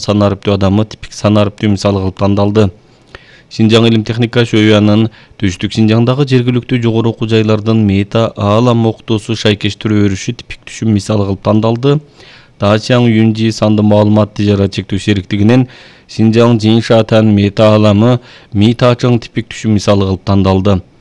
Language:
Kyrgyz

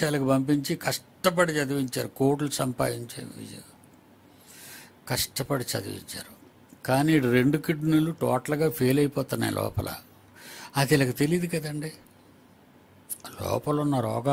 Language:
Telugu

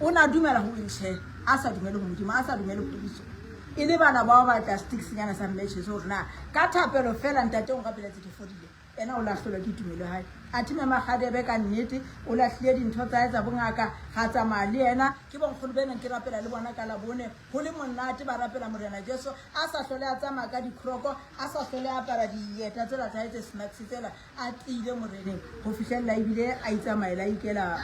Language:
Southern Sotho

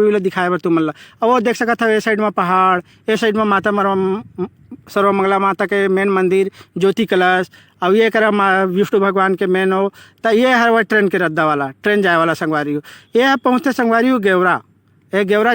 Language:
Chhattisgarhi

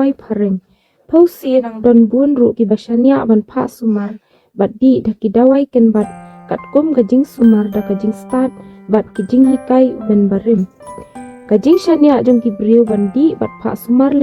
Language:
Khasi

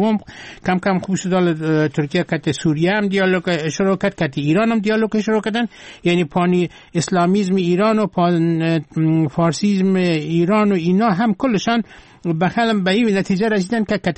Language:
Persian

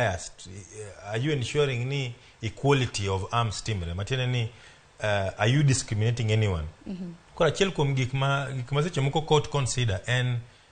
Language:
Luo (Kenya and Tanzania)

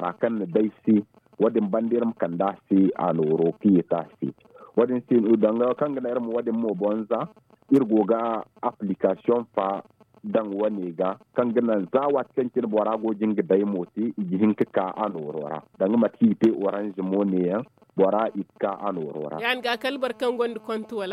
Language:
Zarma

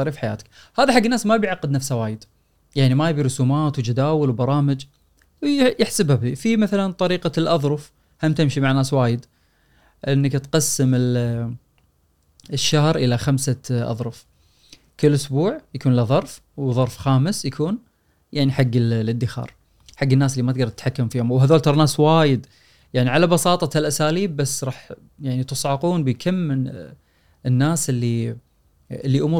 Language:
Gulf Arabic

